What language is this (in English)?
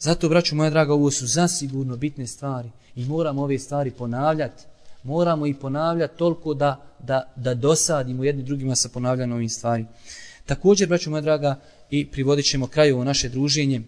Bosnian